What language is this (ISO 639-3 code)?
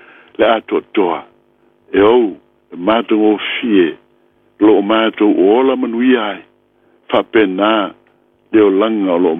smo